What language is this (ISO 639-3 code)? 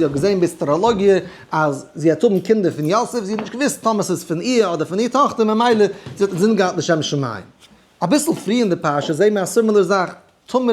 yid